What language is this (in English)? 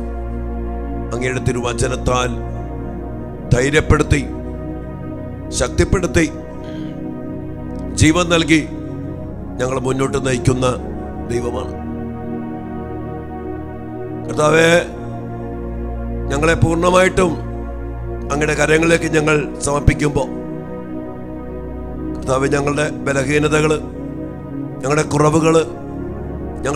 Malayalam